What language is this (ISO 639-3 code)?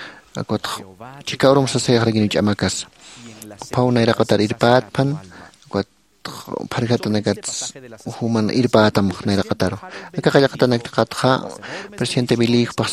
aym